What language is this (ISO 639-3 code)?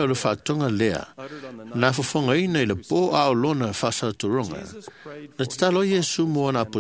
smo